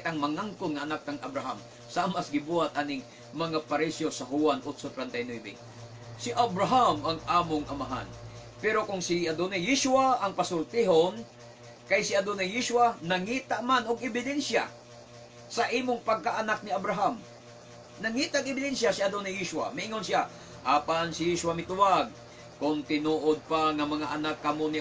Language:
Cebuano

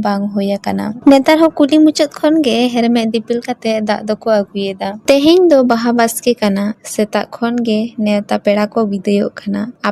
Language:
Santali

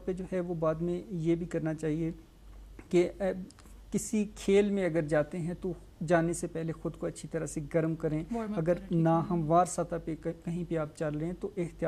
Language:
Urdu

